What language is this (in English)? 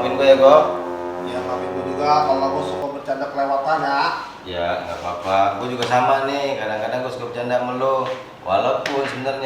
Betawi